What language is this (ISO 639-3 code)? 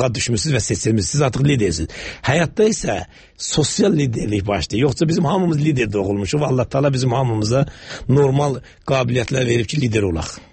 aze